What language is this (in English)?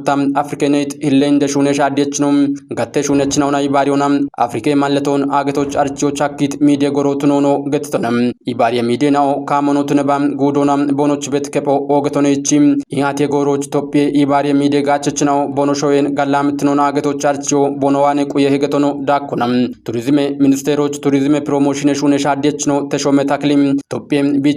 Kafa